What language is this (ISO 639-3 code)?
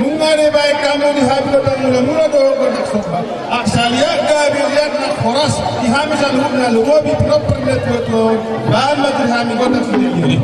bbc